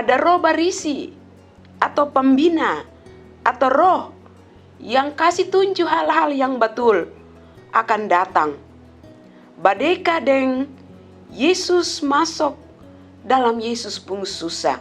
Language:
Kupang Malay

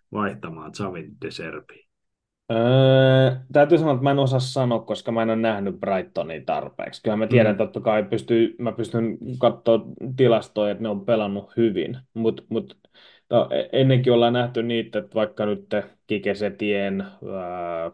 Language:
Finnish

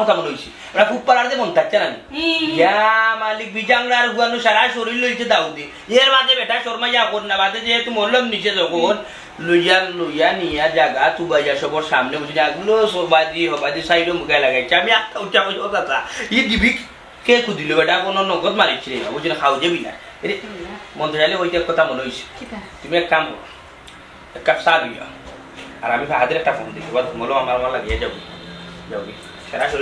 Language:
Sylheti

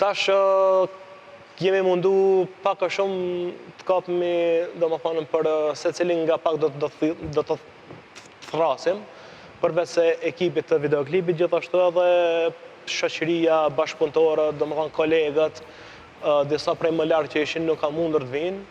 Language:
Albanian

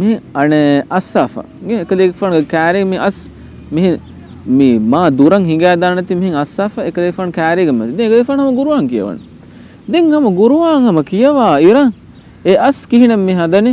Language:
Divehi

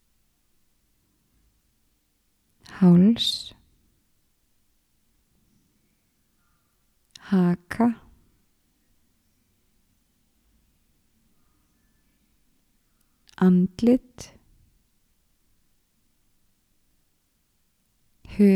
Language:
Icelandic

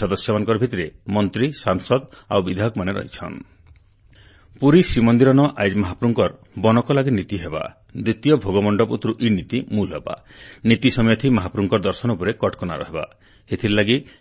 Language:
Odia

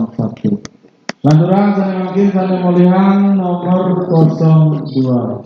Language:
Balinese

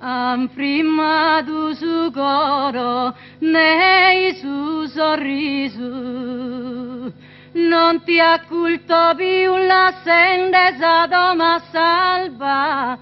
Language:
Sardinian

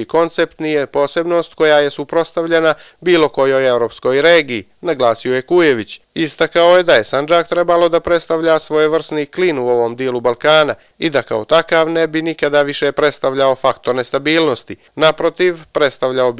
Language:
Croatian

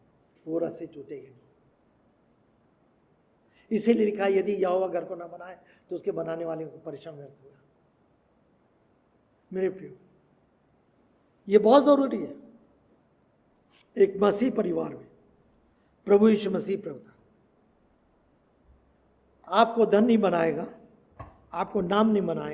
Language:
Hindi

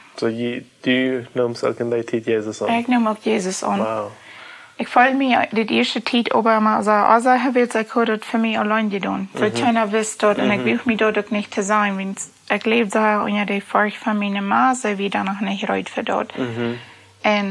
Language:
Plautdietsch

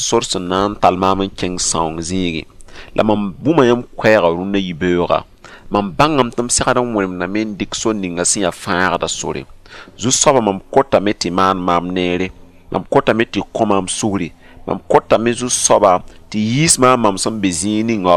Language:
Mossi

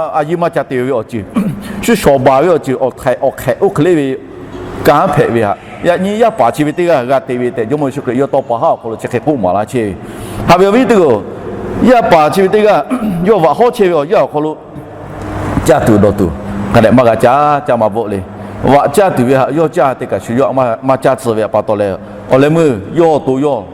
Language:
Lahu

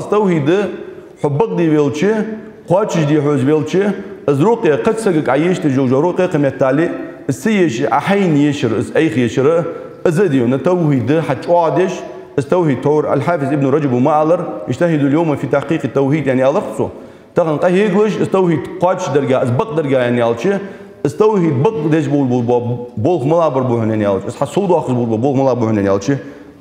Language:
Ingush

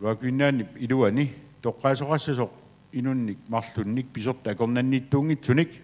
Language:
Kalaallisut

